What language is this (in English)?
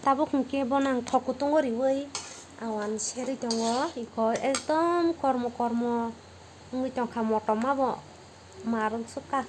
Kok Borok